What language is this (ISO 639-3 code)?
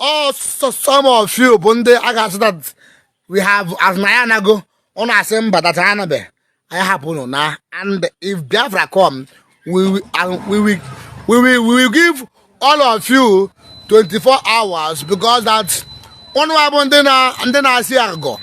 ibo